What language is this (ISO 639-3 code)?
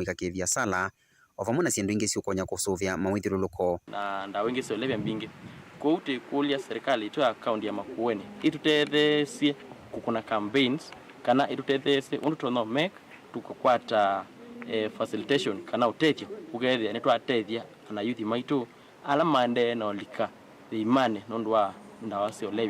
kam